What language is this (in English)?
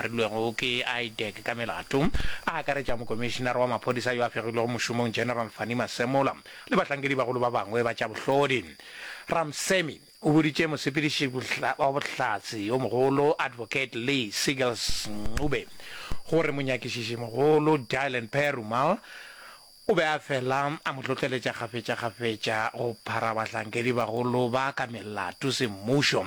Northern Sotho